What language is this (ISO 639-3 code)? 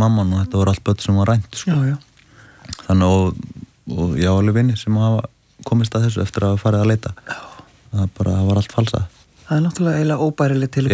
isl